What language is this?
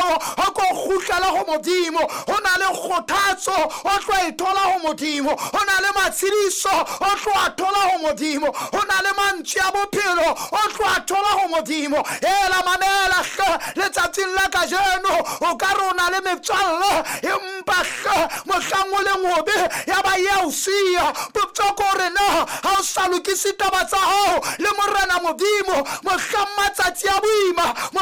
Southern Sotho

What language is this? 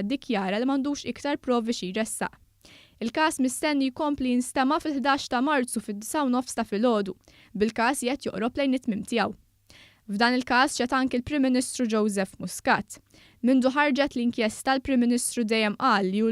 Maltese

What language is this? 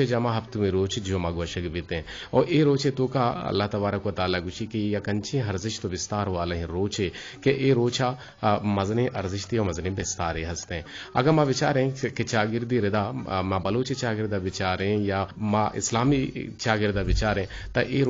Eastern Balochi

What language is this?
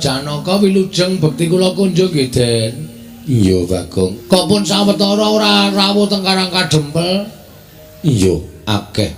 Javanese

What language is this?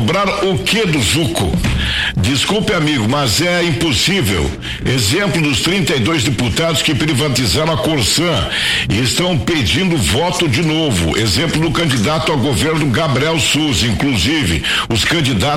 Portuguese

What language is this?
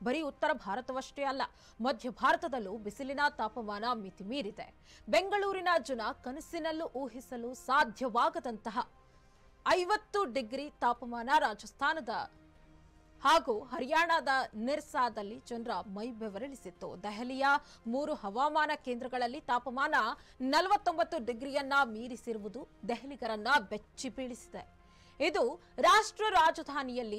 Kannada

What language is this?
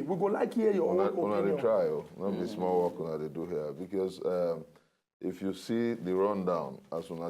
Nigerian Pidgin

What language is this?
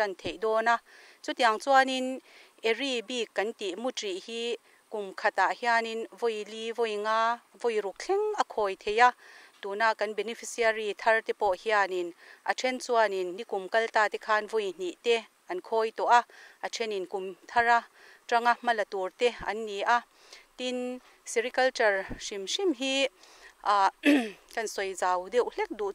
Mizo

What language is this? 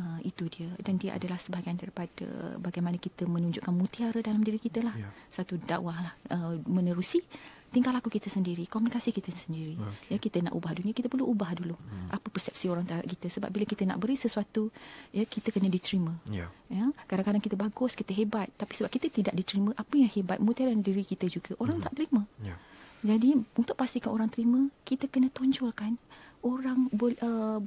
Malay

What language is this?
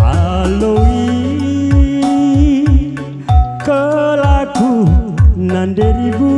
Batak Karo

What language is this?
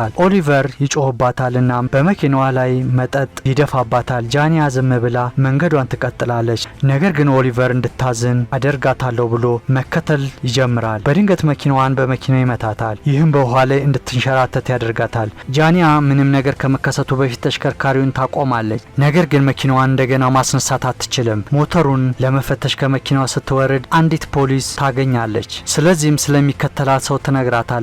Amharic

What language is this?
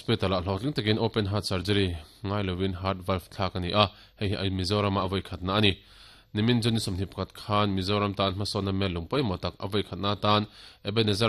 Mizo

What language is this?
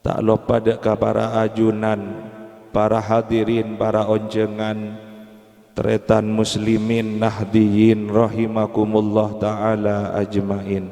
Madurese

